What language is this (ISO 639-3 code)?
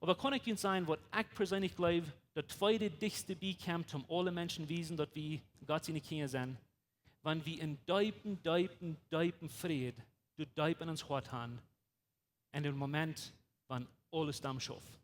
pdt